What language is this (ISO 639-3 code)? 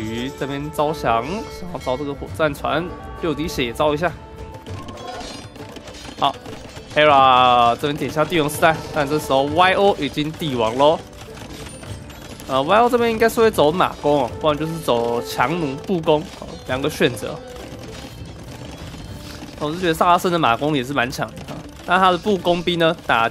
zho